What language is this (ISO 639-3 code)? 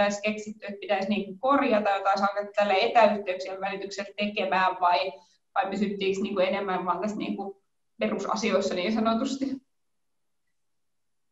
fin